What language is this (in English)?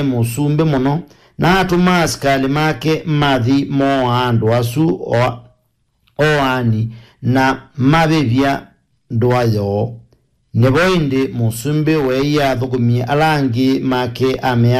Kamba